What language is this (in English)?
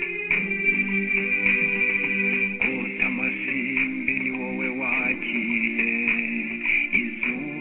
Kinyarwanda